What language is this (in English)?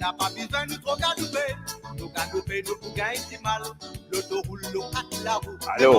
Morisyen